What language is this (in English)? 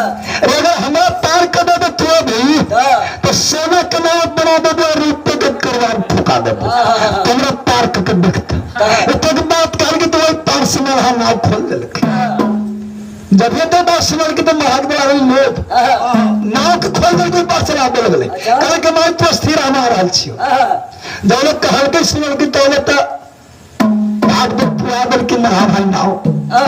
Maithili